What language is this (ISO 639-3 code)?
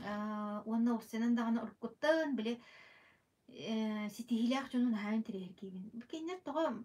sah